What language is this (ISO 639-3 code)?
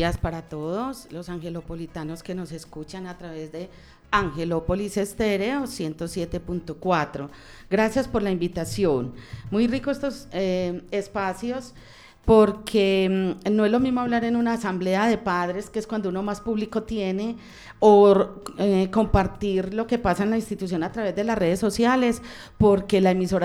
spa